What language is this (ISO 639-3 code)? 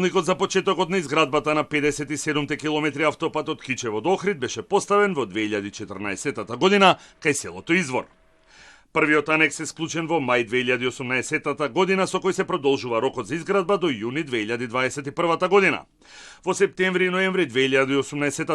mkd